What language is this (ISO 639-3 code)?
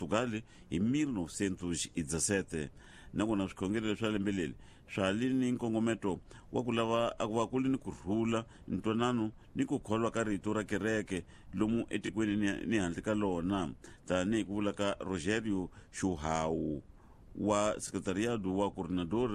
tso